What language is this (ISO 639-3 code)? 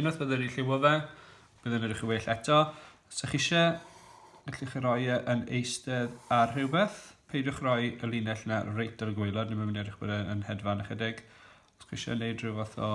cym